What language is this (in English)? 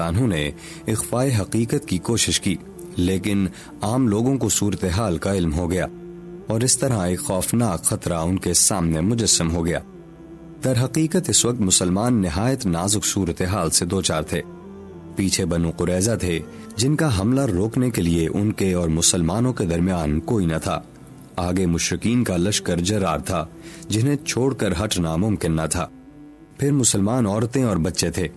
Urdu